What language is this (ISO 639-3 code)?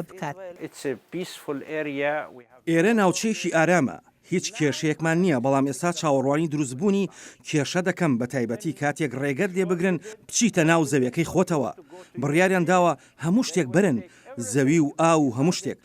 ckb